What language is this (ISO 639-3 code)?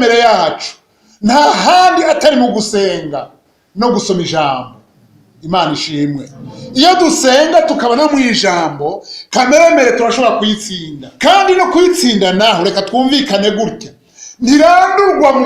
run